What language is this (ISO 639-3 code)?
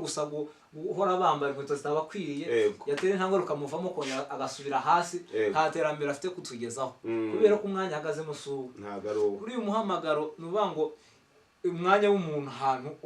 kin